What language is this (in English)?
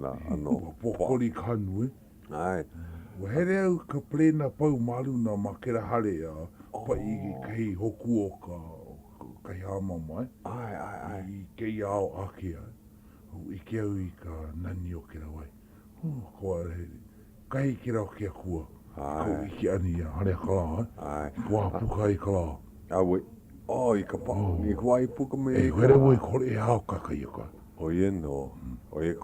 Hawaiian